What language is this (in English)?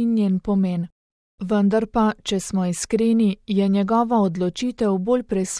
Slovenian